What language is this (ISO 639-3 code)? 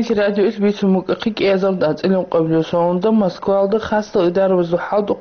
ava